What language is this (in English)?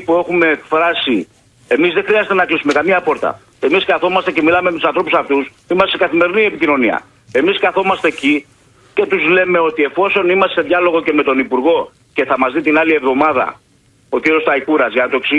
Greek